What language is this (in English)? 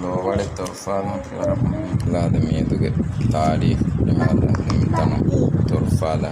Divehi